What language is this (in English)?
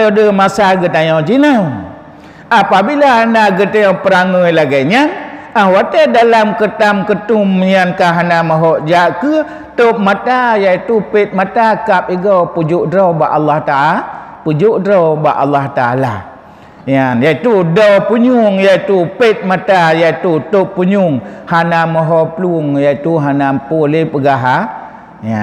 Achinese